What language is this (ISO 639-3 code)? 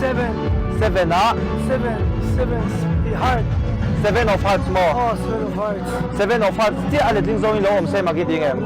lus